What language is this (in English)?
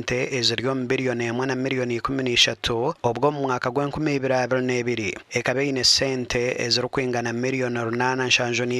Nyankole